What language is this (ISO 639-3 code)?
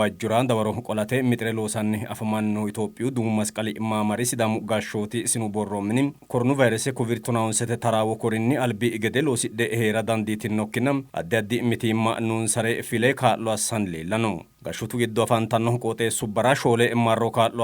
sid